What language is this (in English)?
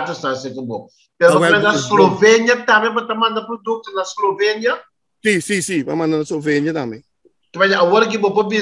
Papiamento